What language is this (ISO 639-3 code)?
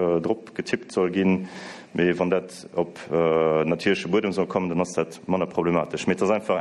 ltz